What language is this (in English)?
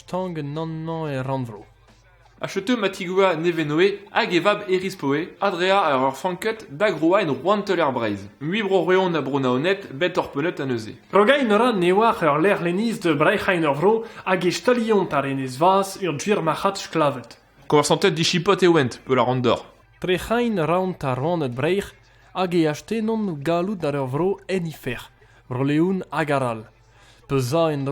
Breton